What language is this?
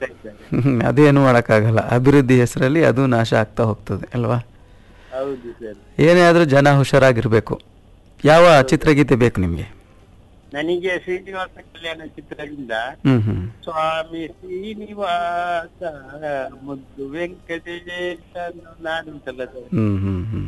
Kannada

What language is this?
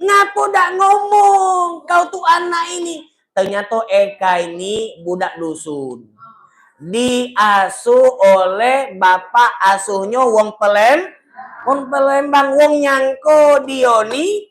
Musi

